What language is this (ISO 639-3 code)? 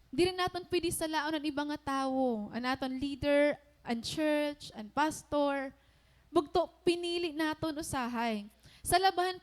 war